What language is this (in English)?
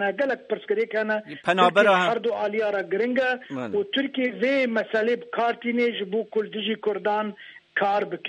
Kurdish